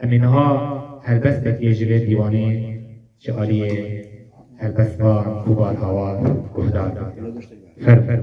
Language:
Kurdish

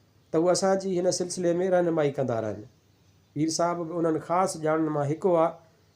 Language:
Sindhi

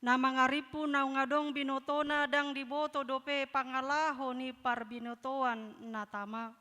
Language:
Batak Toba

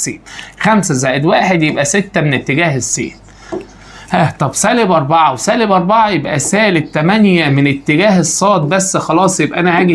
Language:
Egyptian Arabic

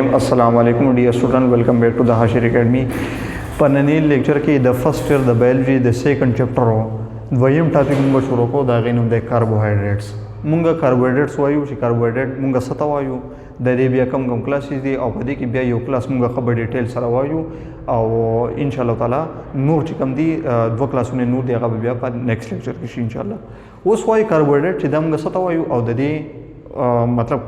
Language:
Pashto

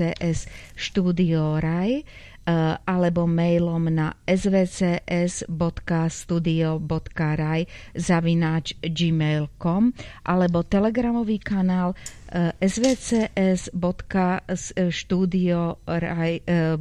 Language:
Slovak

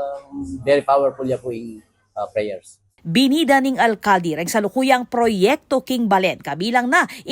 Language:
Pampanga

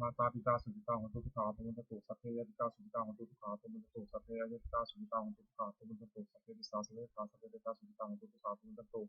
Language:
Pali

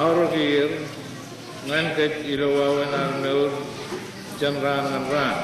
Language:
Marshallese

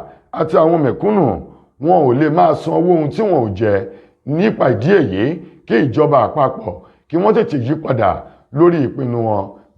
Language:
Yoruba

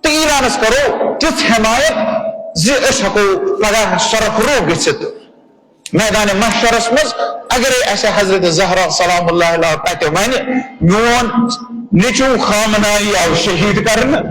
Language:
Kashmiri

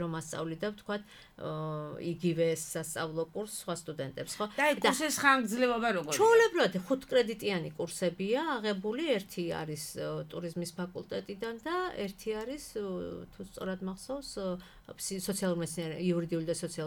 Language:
Georgian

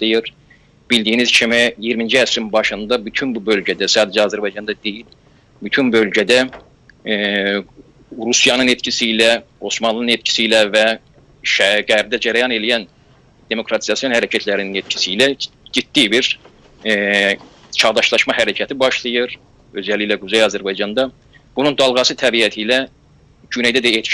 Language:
South Azerbaijani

